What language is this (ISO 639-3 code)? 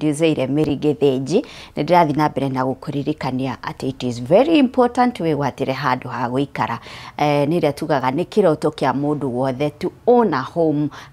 kik